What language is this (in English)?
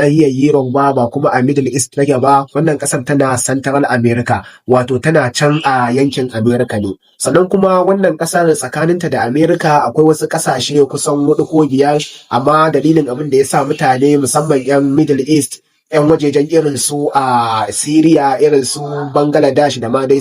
Hausa